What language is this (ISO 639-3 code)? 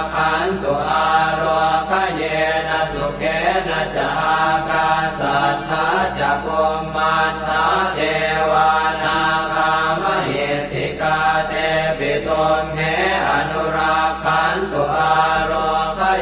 pli